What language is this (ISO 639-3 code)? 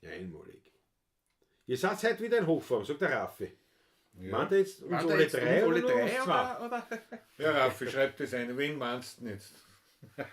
bar